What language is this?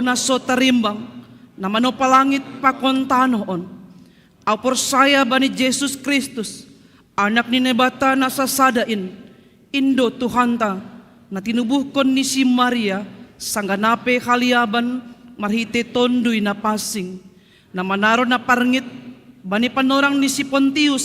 Batak Simalungun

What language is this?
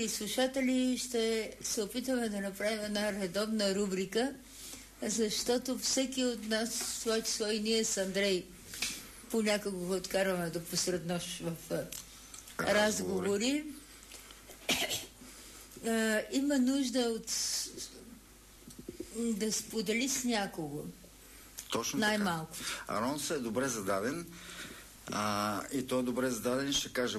Bulgarian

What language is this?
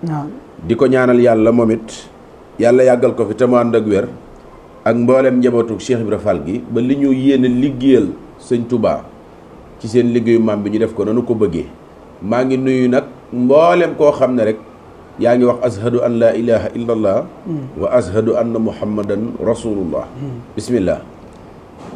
Wolof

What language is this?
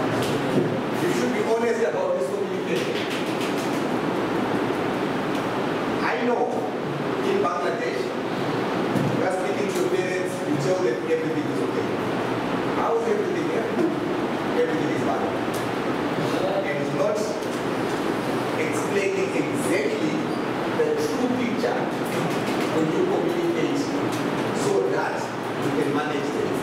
English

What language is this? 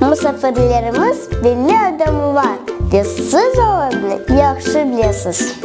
Crimean Tatar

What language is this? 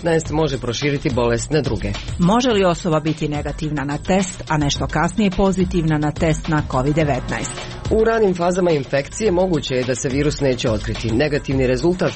Croatian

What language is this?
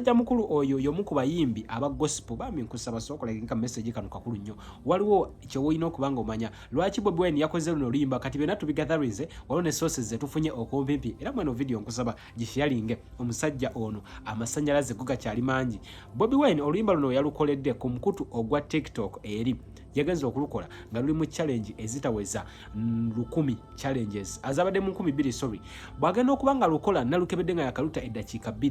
Ganda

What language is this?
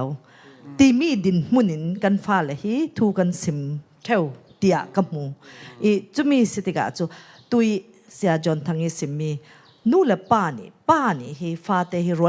Falam Chin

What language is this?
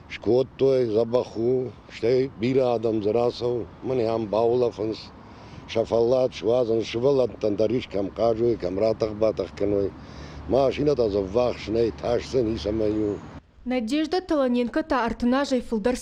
Ossetic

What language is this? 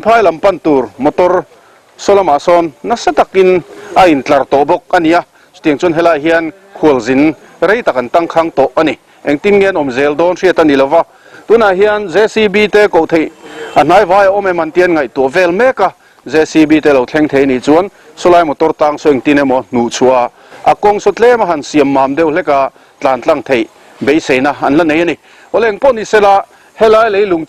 Mizo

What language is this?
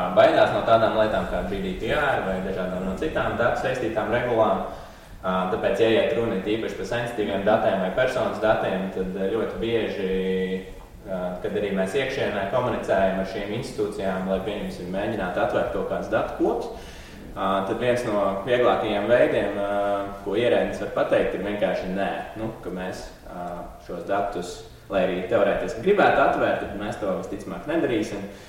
Latvian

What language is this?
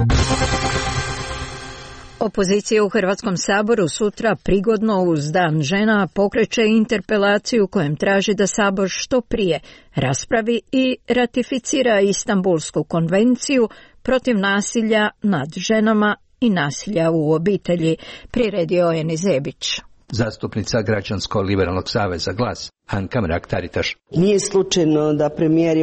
Croatian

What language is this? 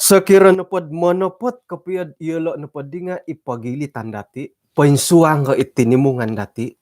Central Dusun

